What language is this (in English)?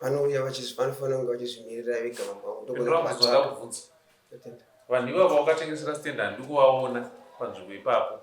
Shona